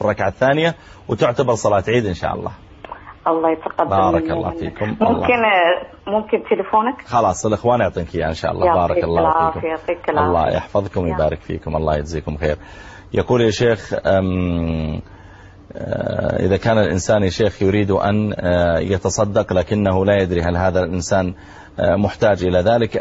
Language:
Arabic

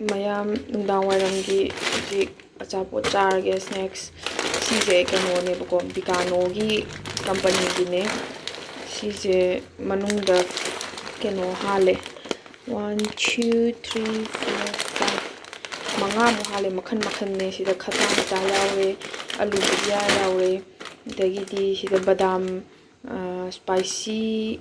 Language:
Manipuri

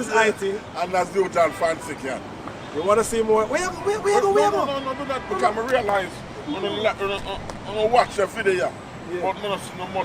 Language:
Jamaican Creole English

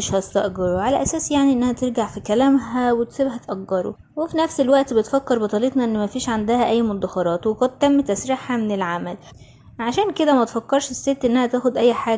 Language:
Egyptian Arabic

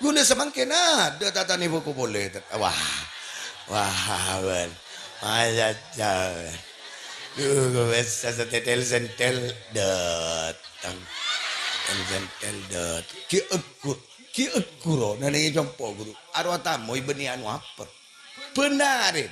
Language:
Madurese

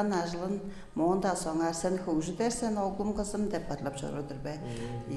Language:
Tuvinian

